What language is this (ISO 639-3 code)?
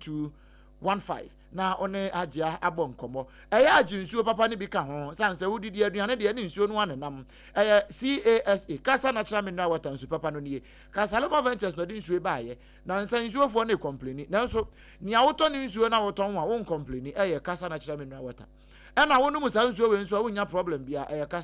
aka